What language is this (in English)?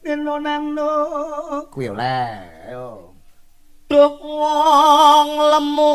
Javanese